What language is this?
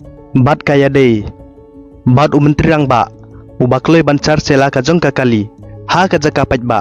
Khasi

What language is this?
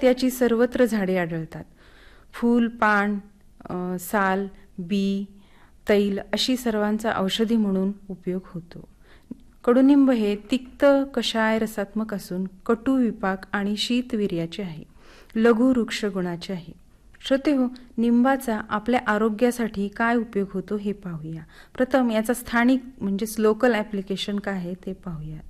Marathi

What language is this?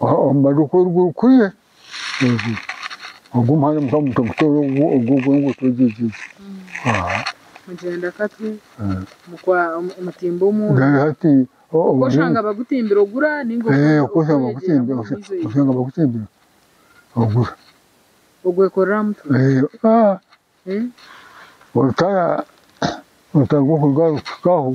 Nyankole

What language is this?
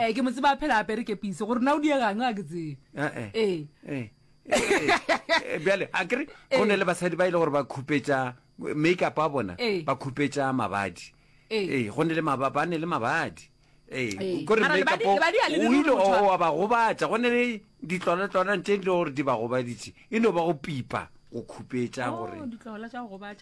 Northern Sotho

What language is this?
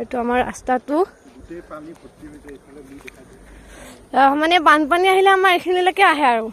Assamese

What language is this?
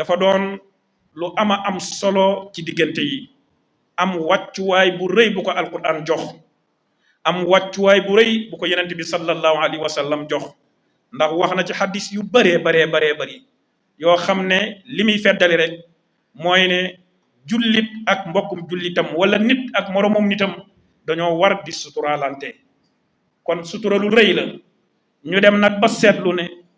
Wolof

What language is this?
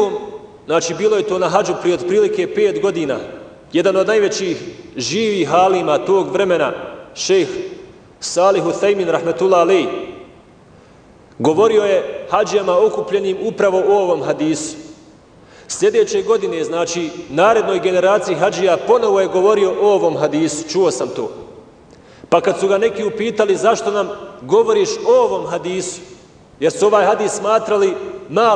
Bosnian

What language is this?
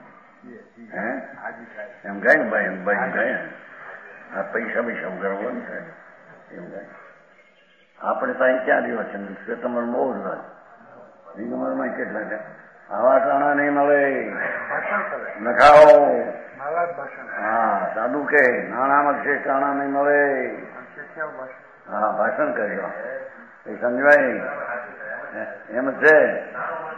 Gujarati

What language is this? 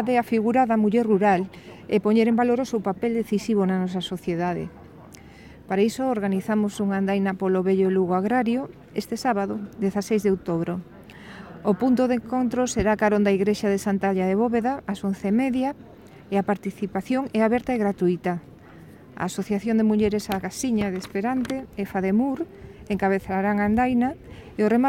Galician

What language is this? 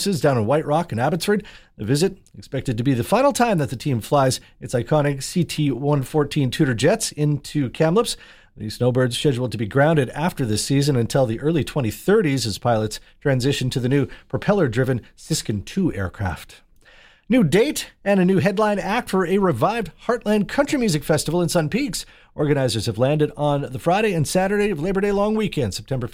English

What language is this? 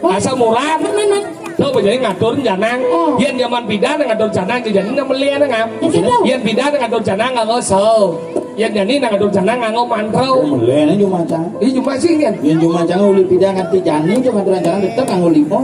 Balinese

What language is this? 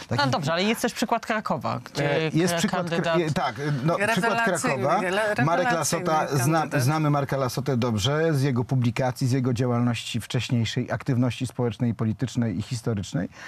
Polish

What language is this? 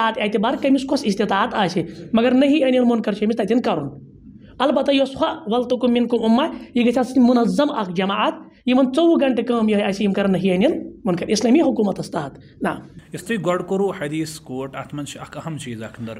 Kashmiri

